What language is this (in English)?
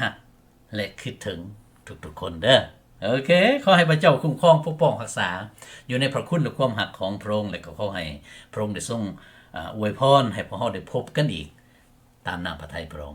Lao